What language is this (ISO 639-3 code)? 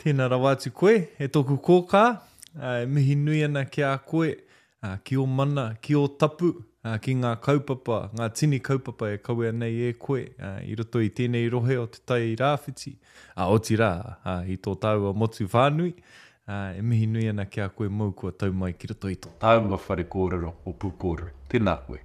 mri